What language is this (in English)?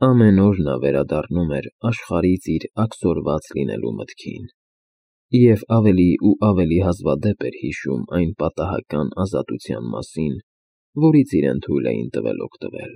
Armenian